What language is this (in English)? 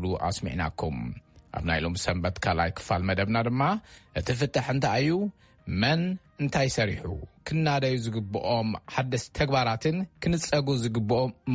Tigrinya